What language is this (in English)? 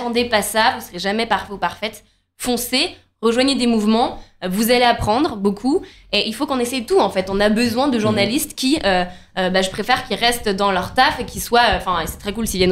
French